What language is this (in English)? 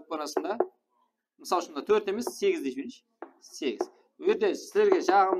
Kara-Kalpak